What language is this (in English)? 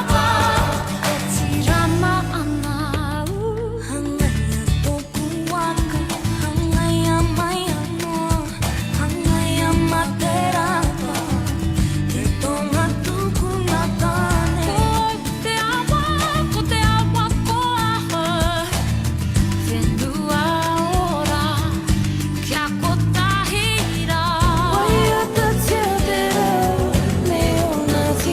Māori